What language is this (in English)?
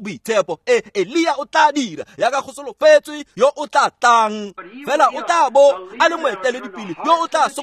Tswana